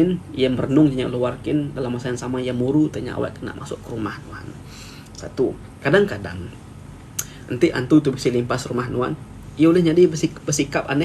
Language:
Iban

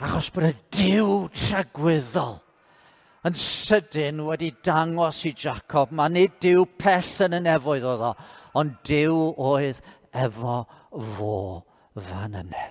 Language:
Welsh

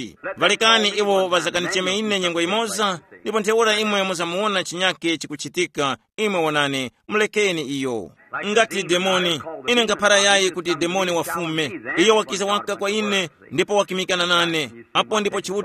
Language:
Tumbuka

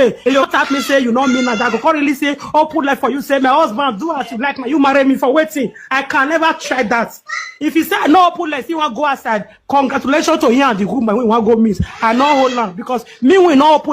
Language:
Nigerian Pidgin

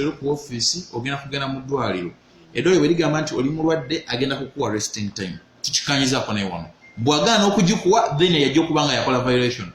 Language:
Ganda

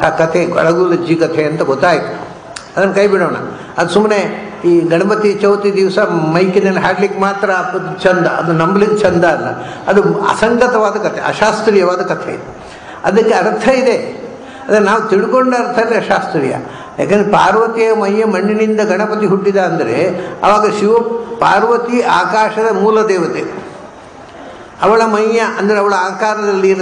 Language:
Kannada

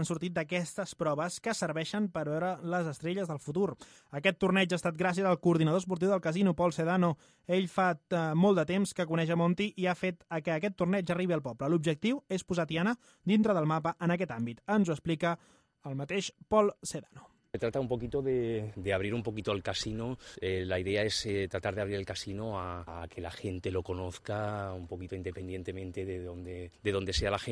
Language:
Catalan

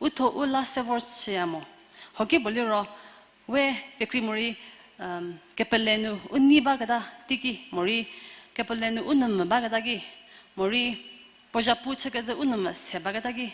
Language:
Angami Naga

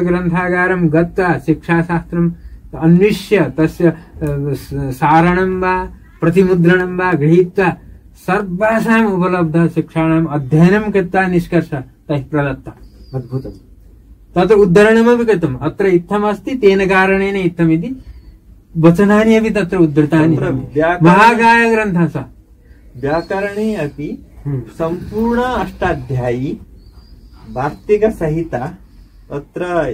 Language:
Sanskrit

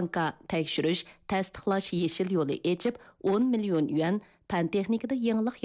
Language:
Uyghur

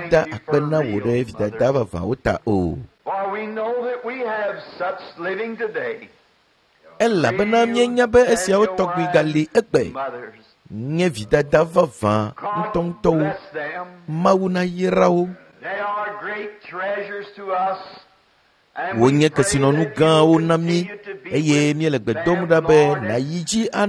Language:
Ewe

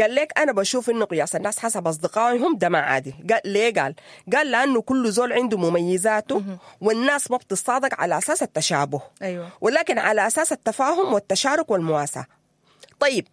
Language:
Sudanese Arabic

